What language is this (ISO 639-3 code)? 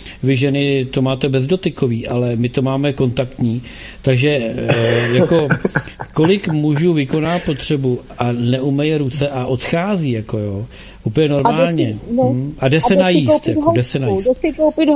ces